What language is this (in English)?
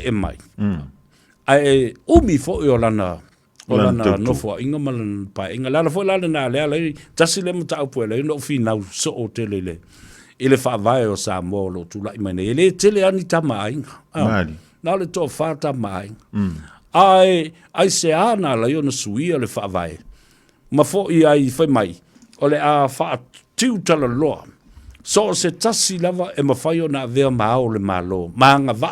Samoan